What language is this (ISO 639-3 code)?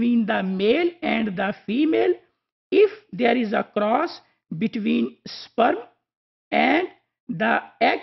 eng